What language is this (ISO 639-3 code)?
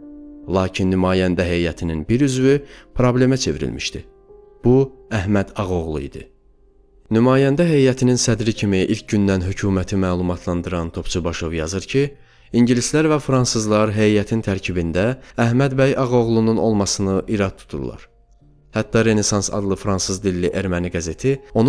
aze